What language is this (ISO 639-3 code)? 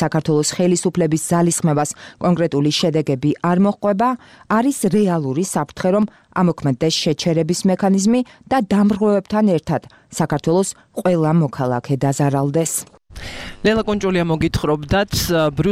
kat